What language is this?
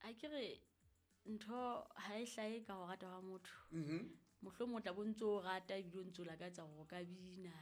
Southern Sotho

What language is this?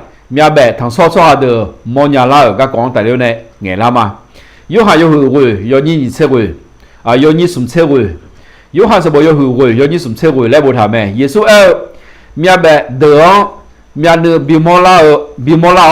Akha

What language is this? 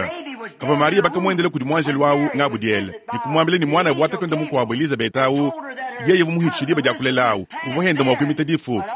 Luba-Lulua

